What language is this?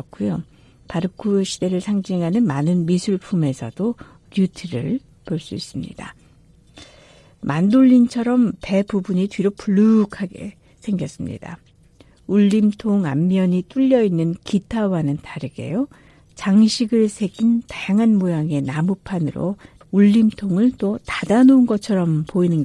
Korean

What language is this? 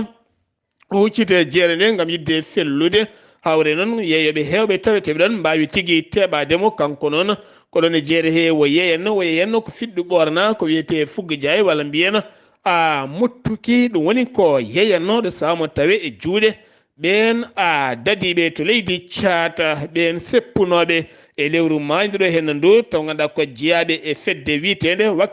Fula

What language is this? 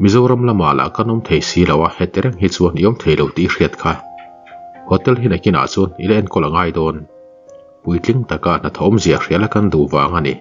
Mizo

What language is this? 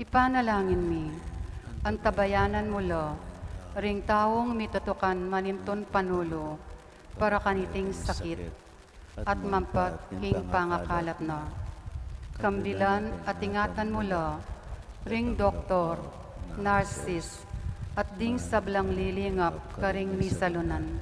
Pampanga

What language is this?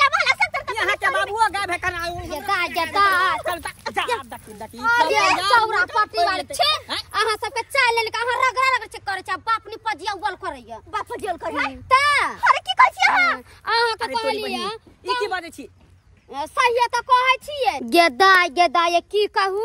Maithili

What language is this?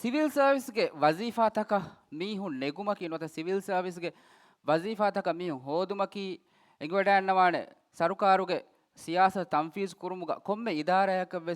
Divehi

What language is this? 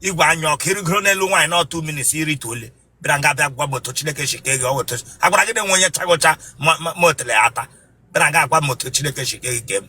Igbo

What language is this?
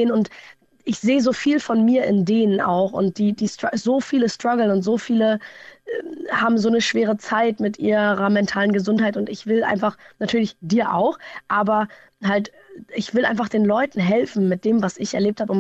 German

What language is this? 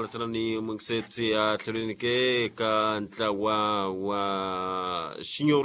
Tsonga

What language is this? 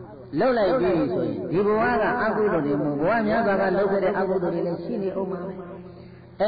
Burmese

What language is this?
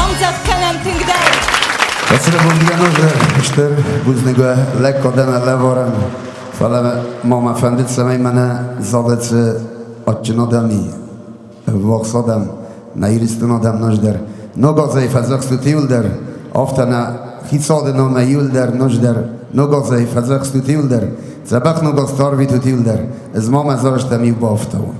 Ossetic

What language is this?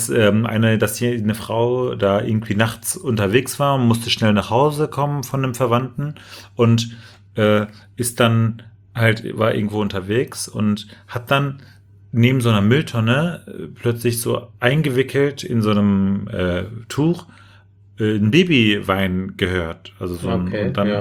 German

